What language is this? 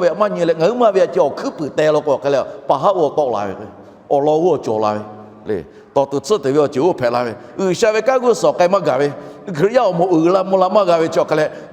Lahu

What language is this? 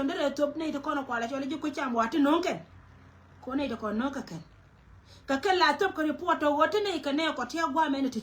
Nuer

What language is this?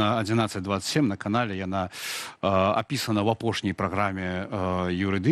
Belarusian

